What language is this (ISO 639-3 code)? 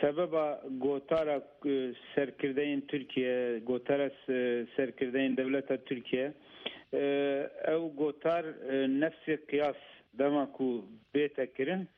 kur